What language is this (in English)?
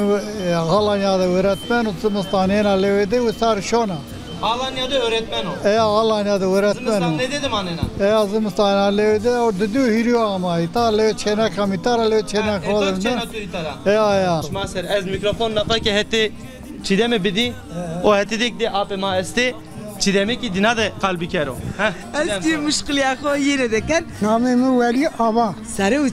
Zaza